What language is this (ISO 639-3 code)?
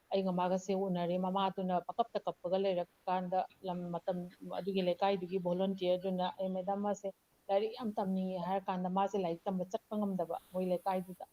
mni